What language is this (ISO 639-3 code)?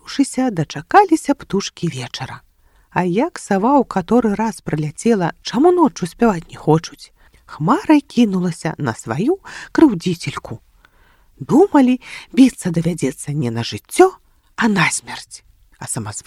bel